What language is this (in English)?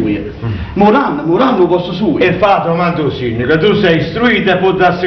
Neapolitan